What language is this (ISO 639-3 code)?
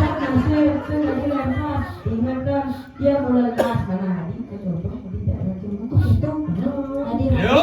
ban